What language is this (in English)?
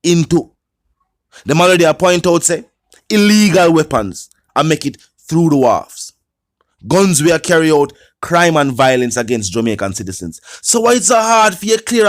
Jamaican Creole English